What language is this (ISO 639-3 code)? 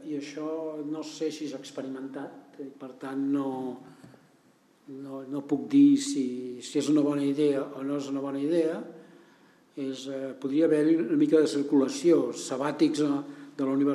cat